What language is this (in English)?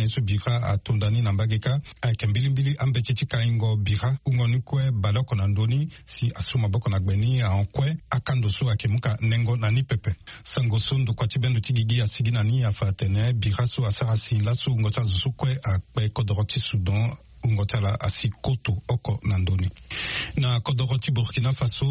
Sango